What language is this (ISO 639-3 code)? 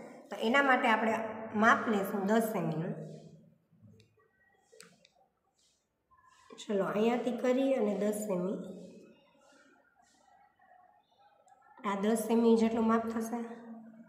guj